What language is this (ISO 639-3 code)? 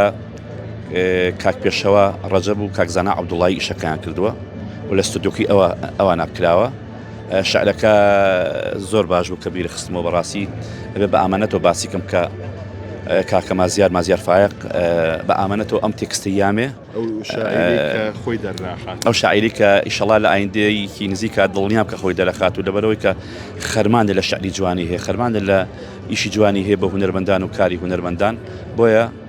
ckb